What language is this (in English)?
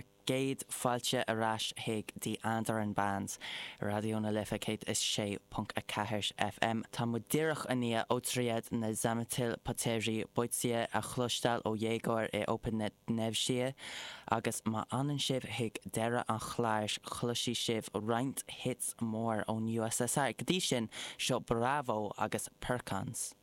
Irish